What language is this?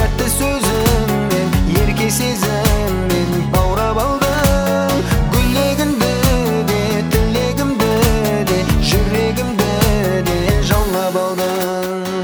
Kazakh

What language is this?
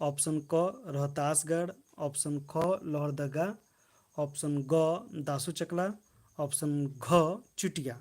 Kurukh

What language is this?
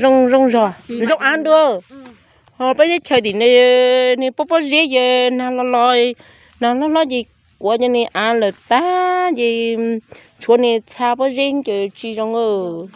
Hmong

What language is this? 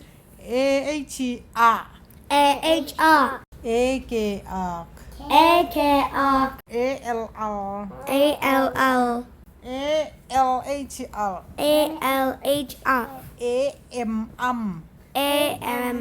Tedim Chin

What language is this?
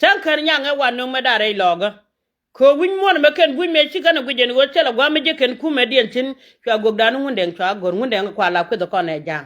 Nuer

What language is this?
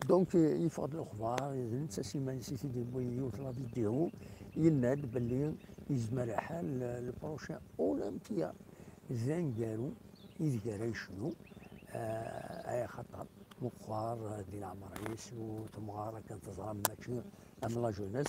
Kabyle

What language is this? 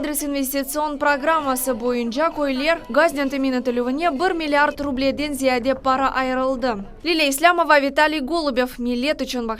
Crimean Tatar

